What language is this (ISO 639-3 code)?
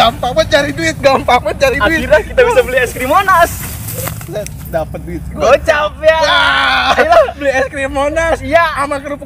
bew